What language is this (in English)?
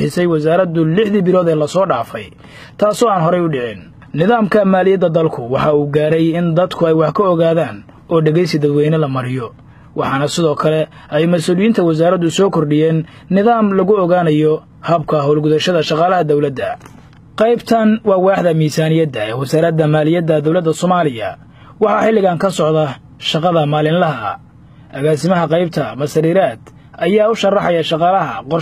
Somali